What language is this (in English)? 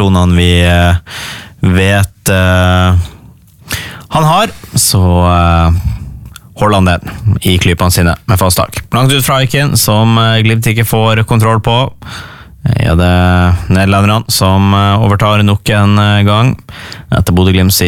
Norwegian